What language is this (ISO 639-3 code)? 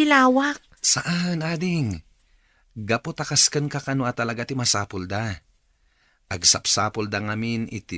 ilo